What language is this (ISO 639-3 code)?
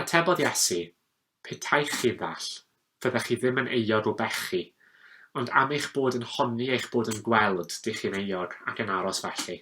cym